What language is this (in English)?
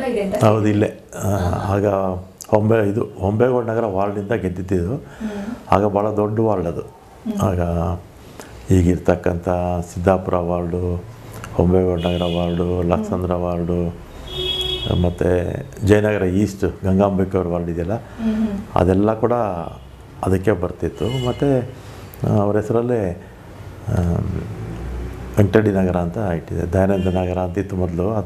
Kannada